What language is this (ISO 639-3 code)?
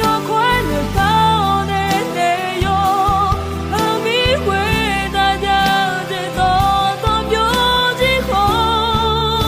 ahk